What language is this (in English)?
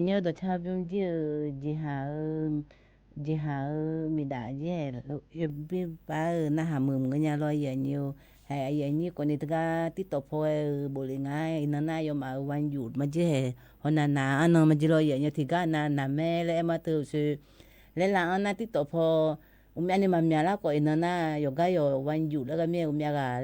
Akha